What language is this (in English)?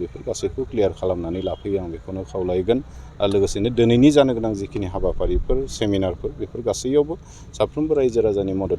Bodo